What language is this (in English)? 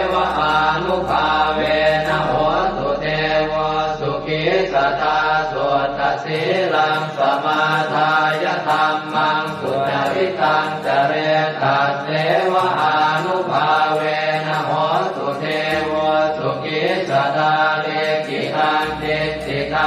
Pali